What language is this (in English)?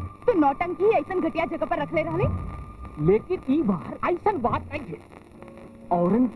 Bhojpuri